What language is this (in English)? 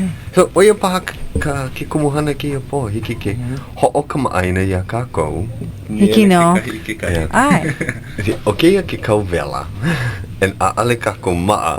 Hawaiian